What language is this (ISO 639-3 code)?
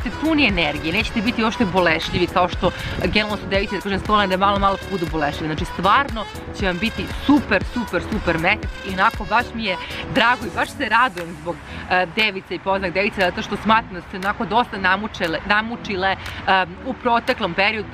srp